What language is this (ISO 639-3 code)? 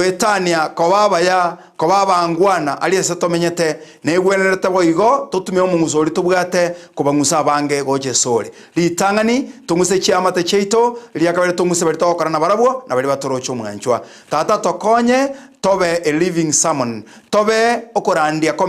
guz